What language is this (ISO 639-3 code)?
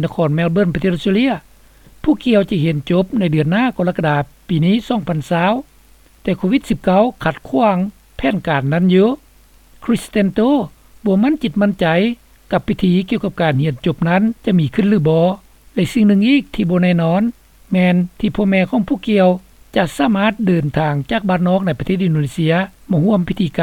lao